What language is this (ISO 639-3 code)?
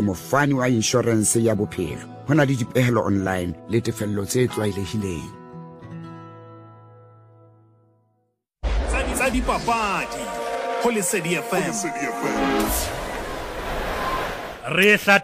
sot